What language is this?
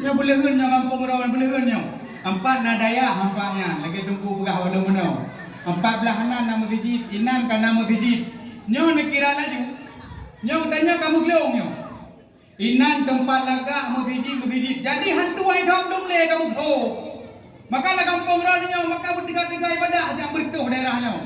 Achinese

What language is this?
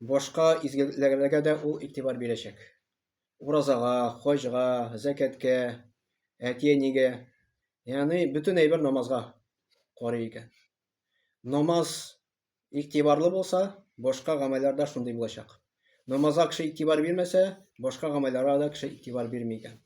Tatar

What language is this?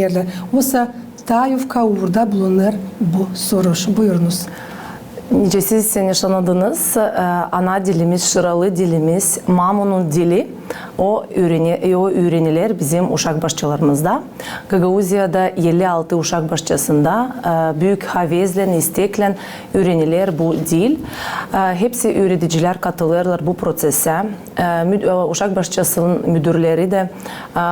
Gagauz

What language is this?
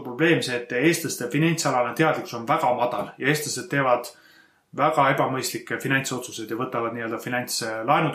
Estonian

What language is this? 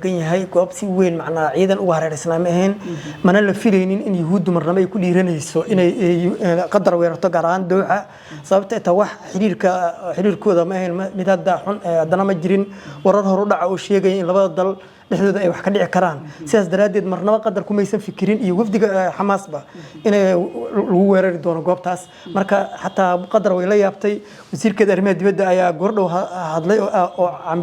Somali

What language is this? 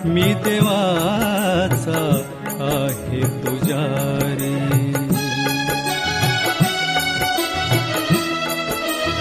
Marathi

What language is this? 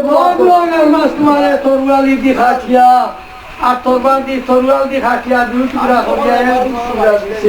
Sylheti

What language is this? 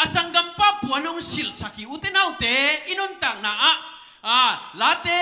Tedim Chin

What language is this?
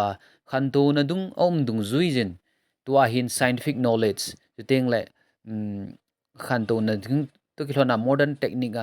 Thado Chin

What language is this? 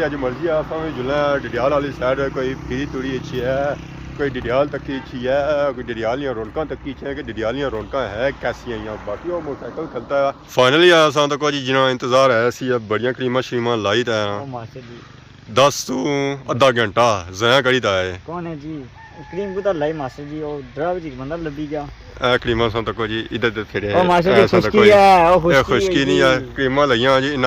Pahari-Potwari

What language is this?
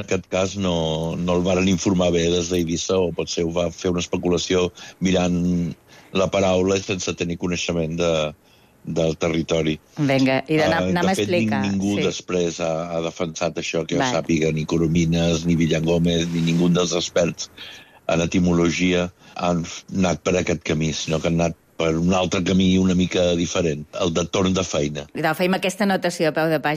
Catalan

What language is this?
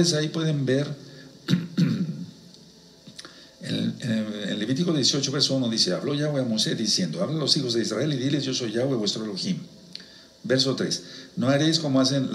Spanish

